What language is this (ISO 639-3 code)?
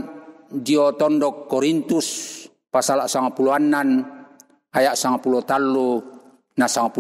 sda